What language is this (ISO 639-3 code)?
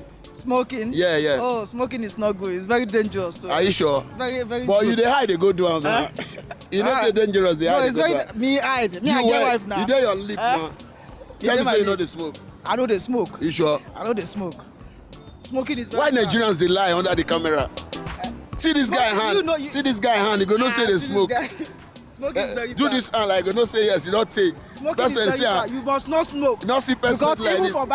pcm